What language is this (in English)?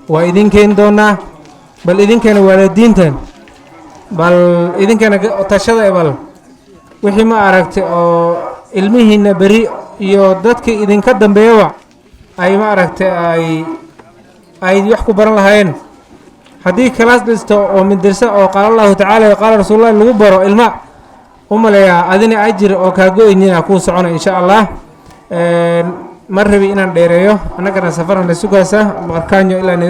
Somali